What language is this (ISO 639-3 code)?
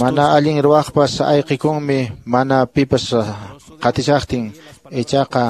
que